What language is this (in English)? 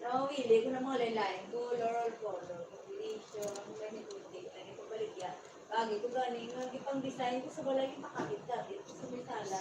Hiligaynon